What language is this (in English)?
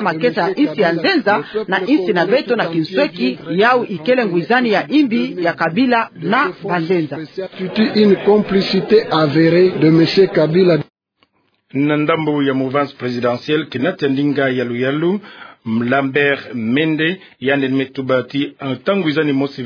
Kituba (Democratic Republic of Congo)